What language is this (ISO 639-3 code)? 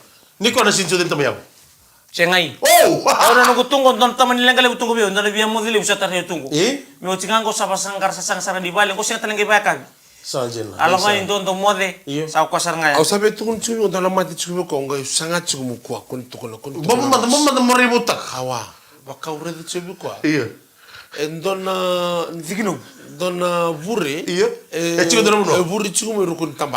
fij